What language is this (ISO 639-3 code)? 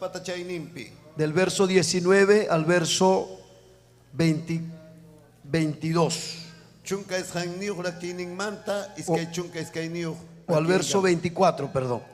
quy